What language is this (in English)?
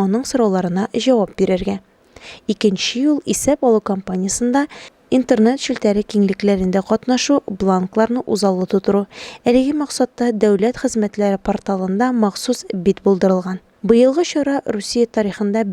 Tatar